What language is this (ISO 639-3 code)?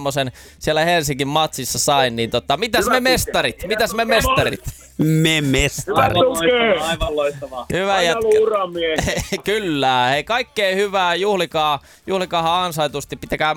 fin